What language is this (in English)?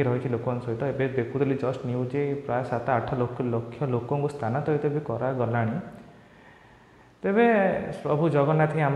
Odia